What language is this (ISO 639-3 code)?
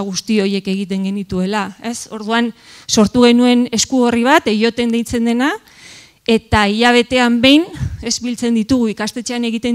eus